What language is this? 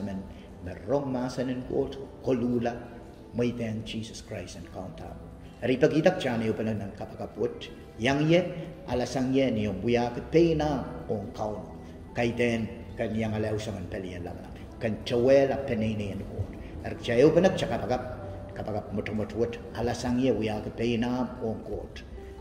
Pohnpeian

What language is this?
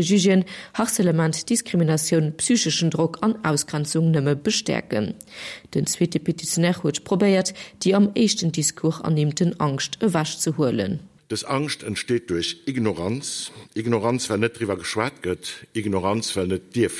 Luxembourgish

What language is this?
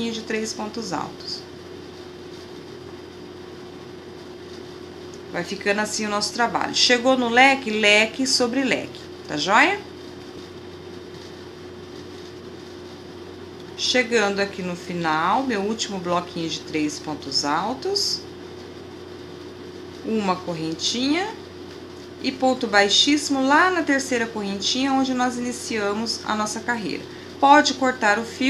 Portuguese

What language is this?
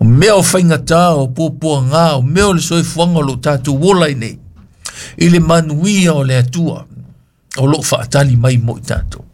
Samoan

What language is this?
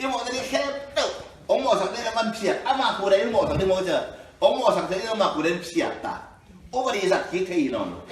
Tedim Chin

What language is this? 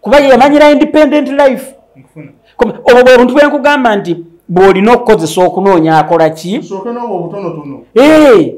Ganda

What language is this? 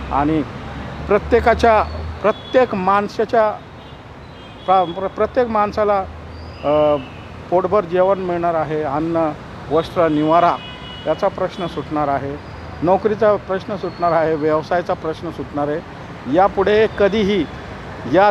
Marathi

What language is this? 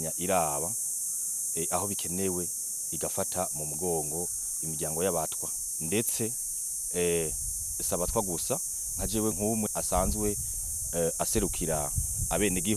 Rundi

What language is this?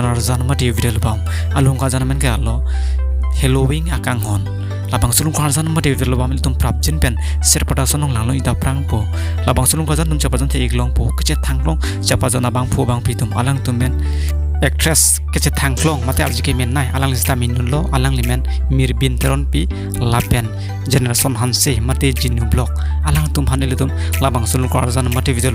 Karbi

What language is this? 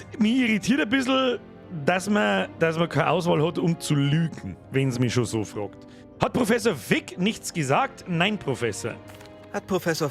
Bavarian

